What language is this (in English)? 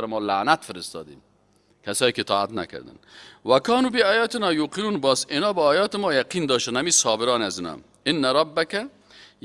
Persian